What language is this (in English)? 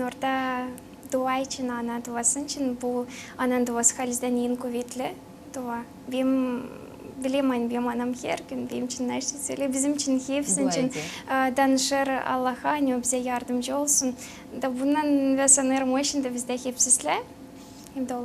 Gagauz